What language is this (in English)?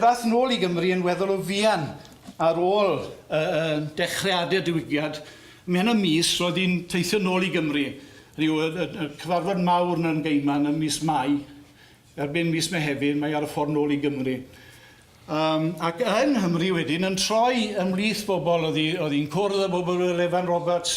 Welsh